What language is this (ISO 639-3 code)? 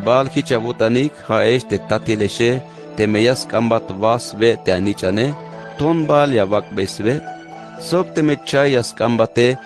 tzh